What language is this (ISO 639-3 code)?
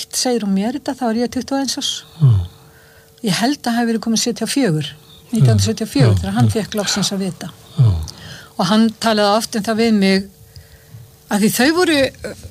isl